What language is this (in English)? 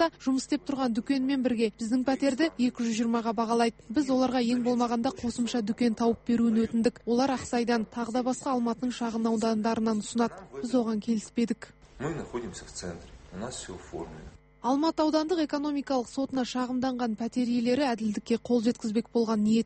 Kazakh